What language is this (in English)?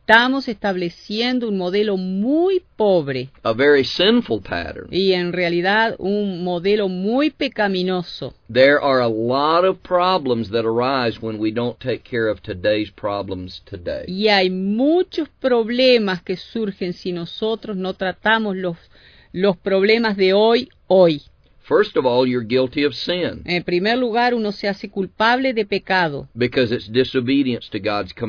Spanish